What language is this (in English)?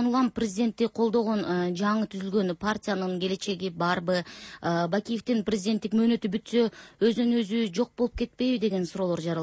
Kyrgyz